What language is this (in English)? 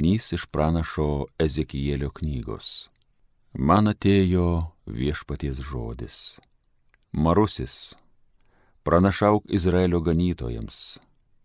Lithuanian